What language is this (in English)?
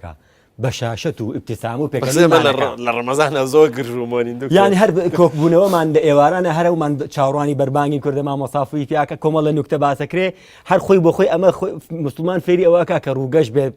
Central Kurdish